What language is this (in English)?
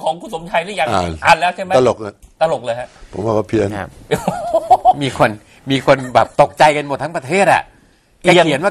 Thai